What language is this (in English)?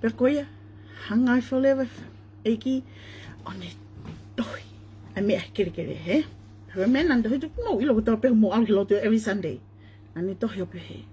Tongan